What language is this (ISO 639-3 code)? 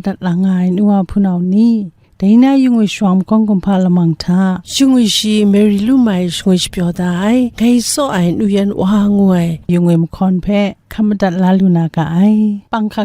kac